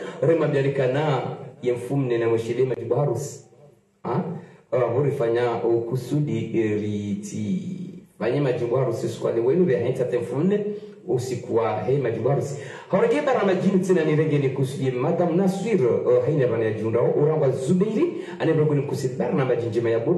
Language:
Swahili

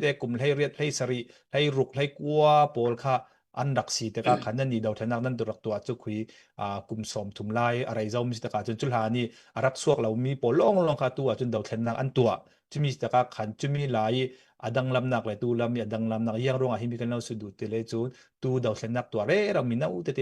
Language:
Falam Chin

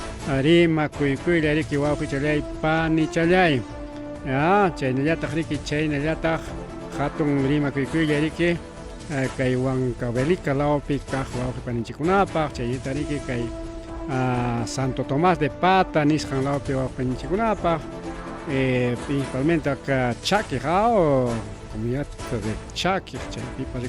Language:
Ayacucho Quechua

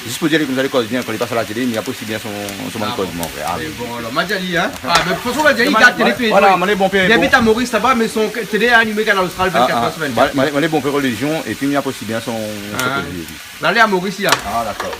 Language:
Réunion Creole French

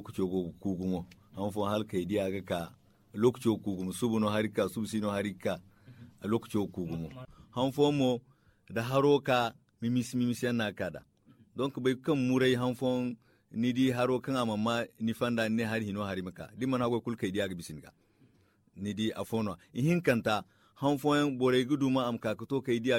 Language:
Zarma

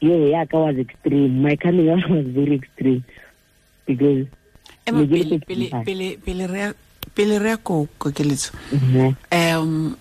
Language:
Tswana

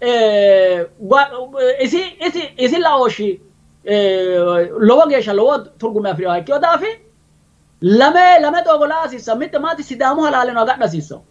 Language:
Sidamo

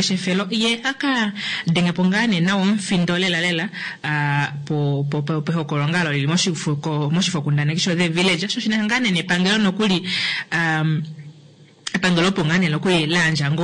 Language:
Kuanyama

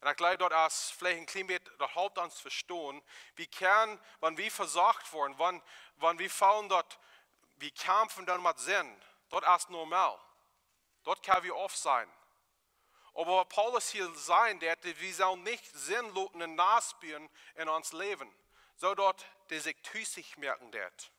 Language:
Plautdietsch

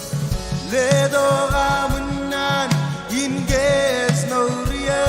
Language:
Marshallese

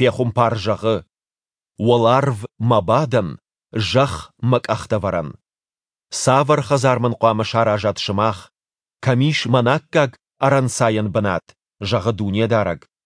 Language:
Ossetic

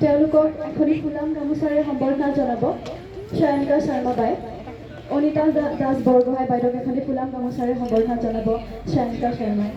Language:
Assamese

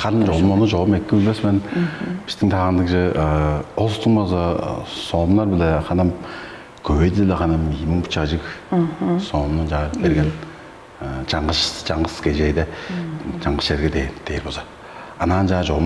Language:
Tuvinian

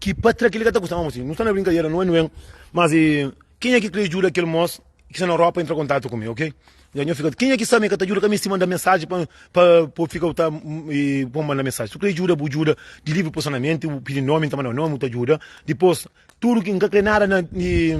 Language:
Kabuverdianu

